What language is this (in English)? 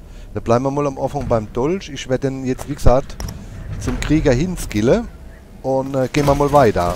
German